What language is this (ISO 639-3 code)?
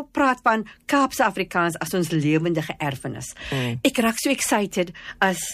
afr